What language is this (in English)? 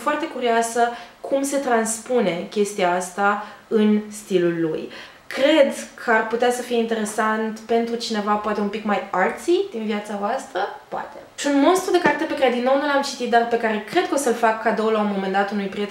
Romanian